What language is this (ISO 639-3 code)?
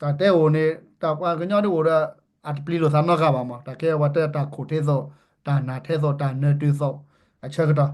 ksw